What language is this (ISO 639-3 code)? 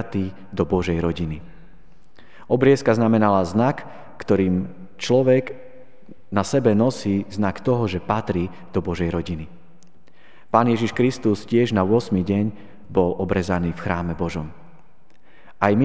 slk